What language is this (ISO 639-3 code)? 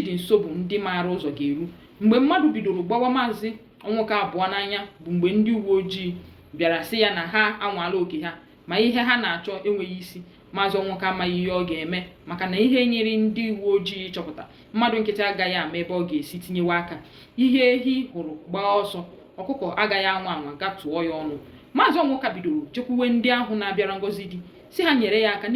ibo